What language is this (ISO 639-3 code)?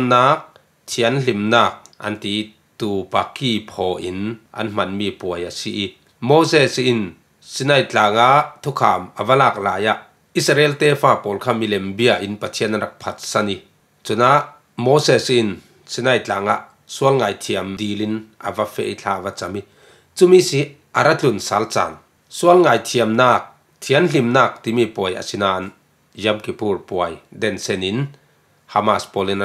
cfm